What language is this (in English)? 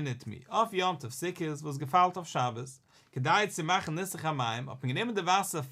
Yiddish